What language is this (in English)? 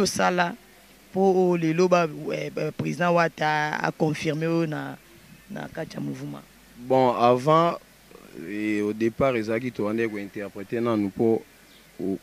Lingala